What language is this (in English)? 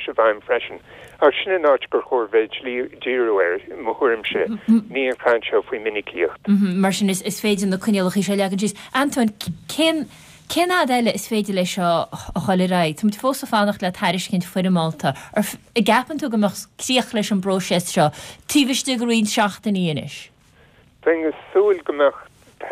Irish